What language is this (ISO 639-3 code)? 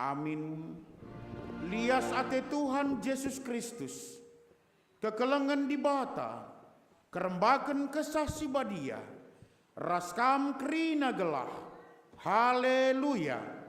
btx